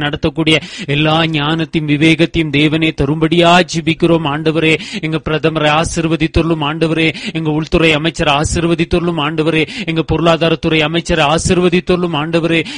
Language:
Tamil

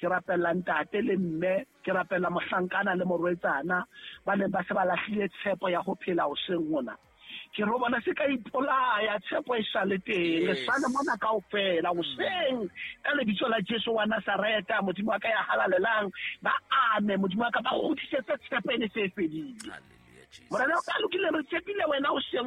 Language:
Southern Sotho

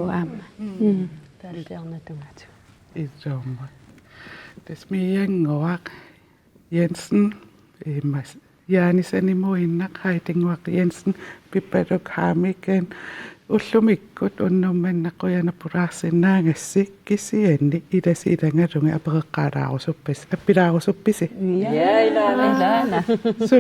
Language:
Kalaallisut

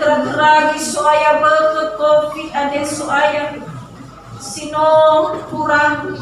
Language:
Nias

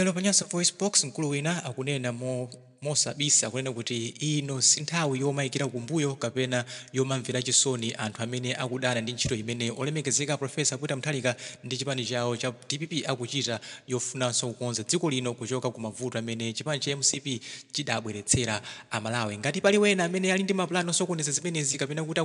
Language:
Nyanja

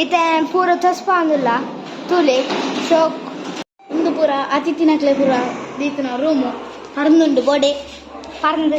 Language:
Tulu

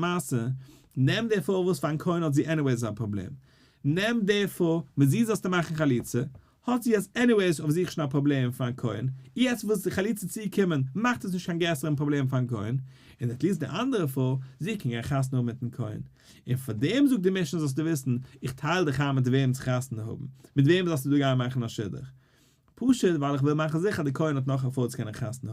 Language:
Yiddish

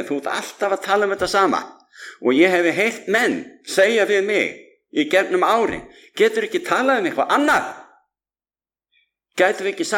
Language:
Icelandic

